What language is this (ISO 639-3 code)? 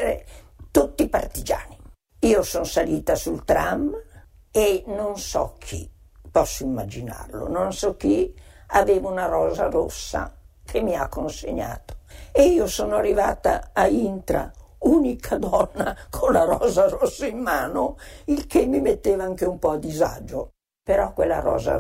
ita